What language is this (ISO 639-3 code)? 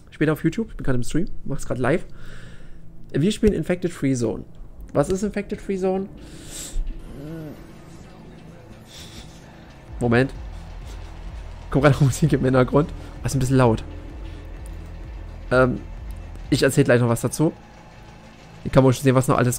deu